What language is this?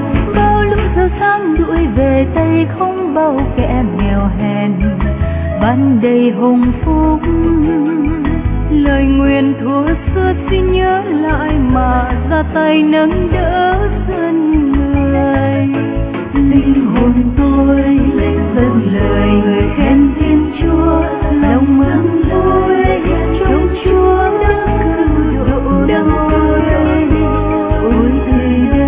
Vietnamese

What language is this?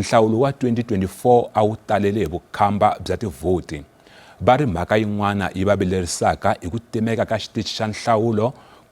Tsonga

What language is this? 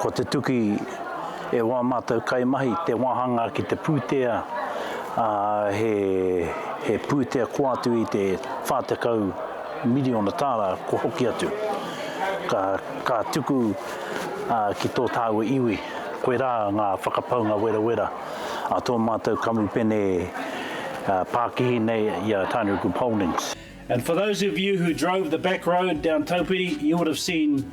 Māori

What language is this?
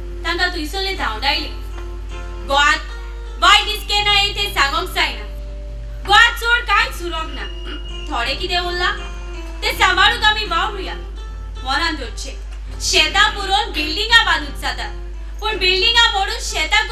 Konkani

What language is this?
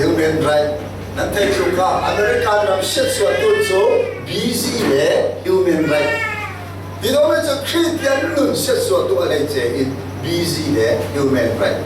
Falam Chin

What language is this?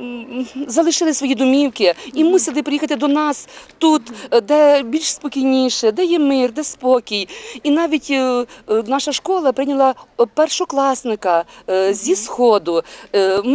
Ukrainian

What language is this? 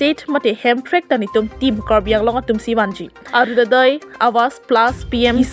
Karbi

